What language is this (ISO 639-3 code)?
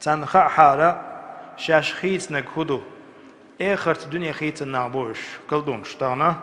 che